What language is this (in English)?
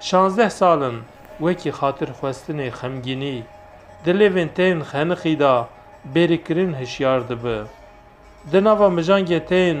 Kurdish